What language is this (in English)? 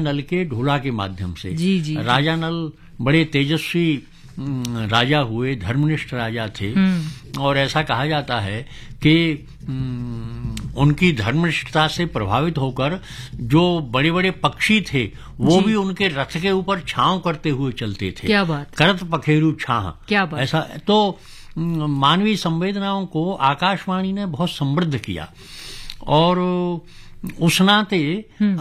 Hindi